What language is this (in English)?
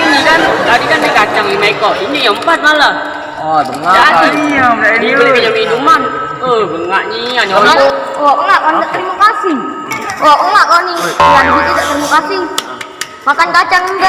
Musi